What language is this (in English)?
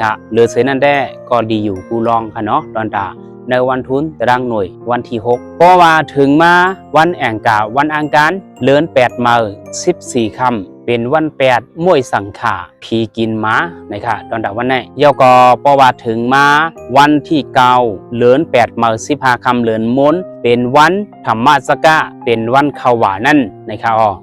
Shan